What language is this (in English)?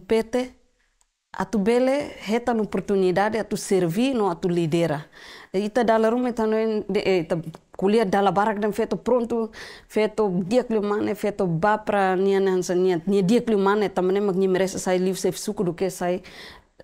Tetum